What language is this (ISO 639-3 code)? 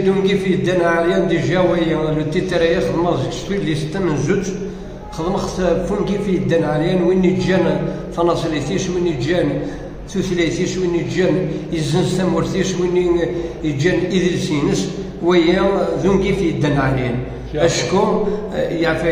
kab